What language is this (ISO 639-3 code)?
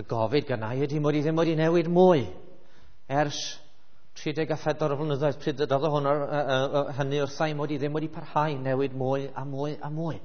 cym